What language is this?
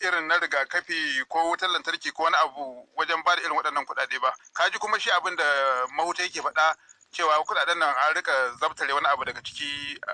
Hausa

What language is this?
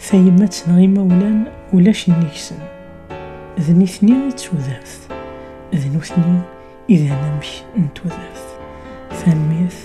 Kabyle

